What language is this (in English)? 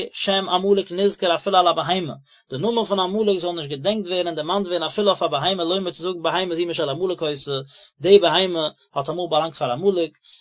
Yiddish